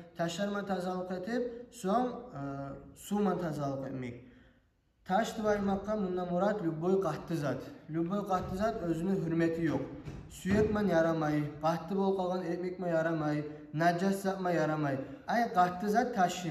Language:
Kumyk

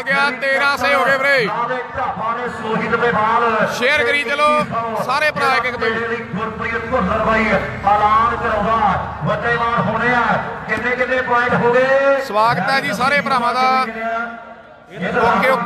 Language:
Punjabi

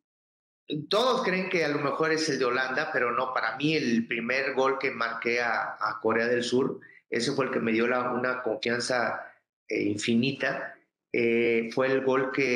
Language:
Spanish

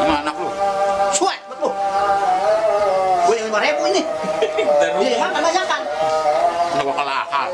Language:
Betawi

